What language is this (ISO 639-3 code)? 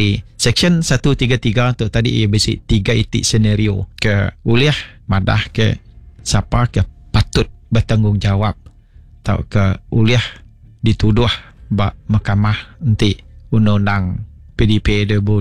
iba